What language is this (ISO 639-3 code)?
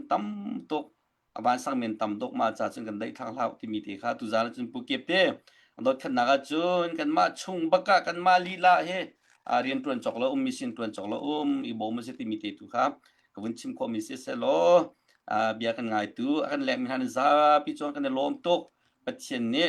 cnh